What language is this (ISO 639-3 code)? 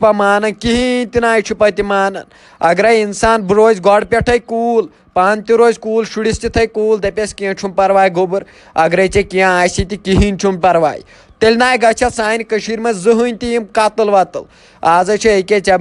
kas